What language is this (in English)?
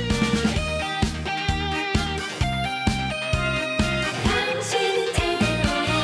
Korean